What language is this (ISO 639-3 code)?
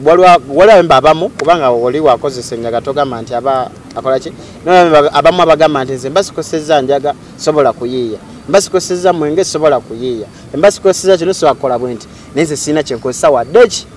lug